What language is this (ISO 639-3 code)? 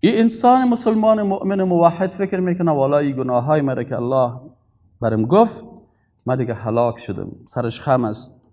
fas